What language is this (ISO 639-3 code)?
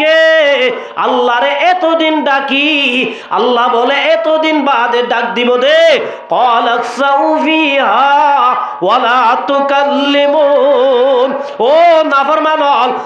rhg